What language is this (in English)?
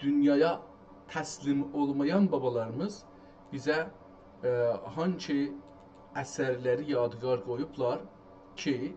South Azerbaijani